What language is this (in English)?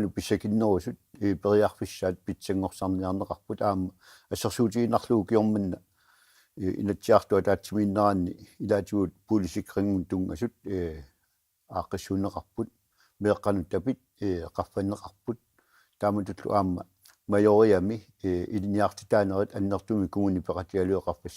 Kalaallisut